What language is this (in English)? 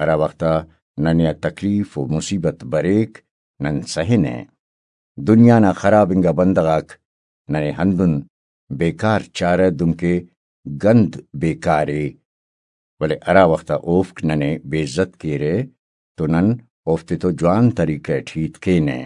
Brahui